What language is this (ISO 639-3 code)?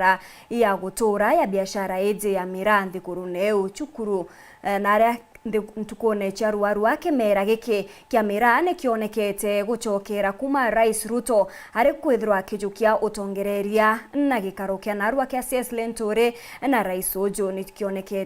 mer